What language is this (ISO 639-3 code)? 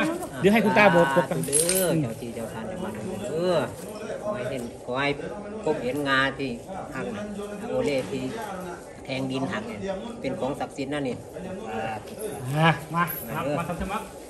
tha